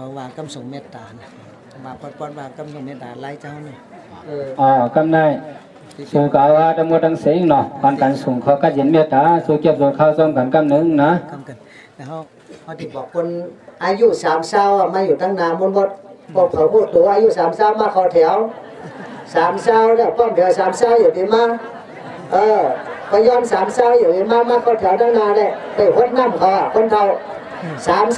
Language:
Shan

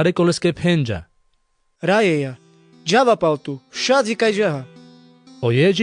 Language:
Carpathian Romani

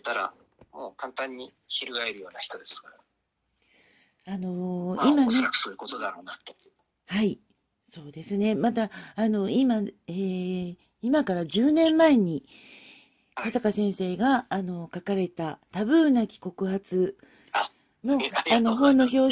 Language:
Japanese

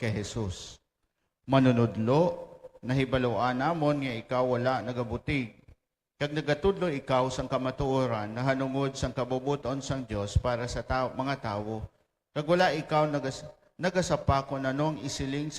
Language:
Hiligaynon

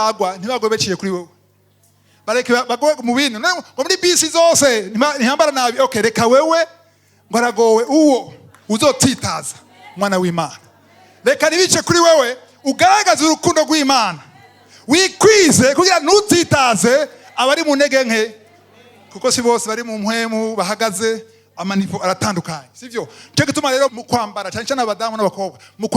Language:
Rundi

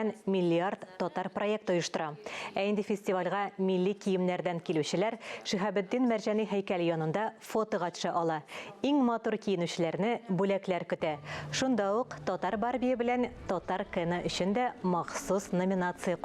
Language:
Tatar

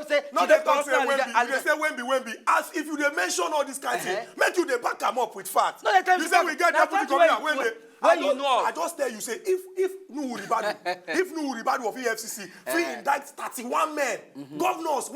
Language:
Nigerian Pidgin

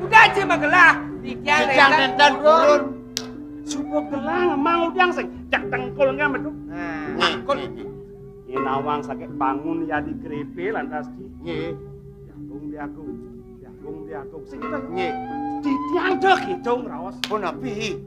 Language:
Balinese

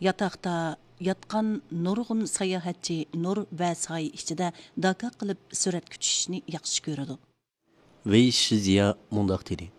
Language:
Uyghur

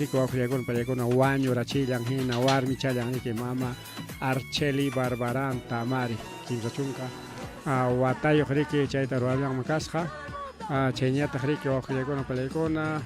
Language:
Ayacucho Quechua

